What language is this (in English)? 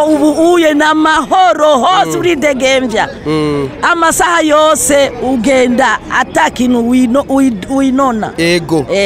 Rundi